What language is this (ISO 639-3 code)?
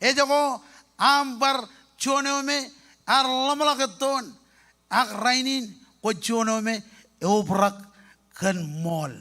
mah